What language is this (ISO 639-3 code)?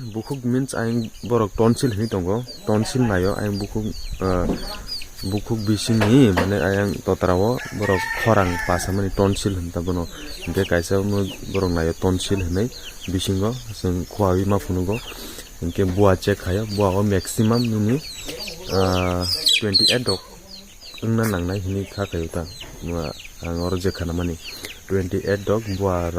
trp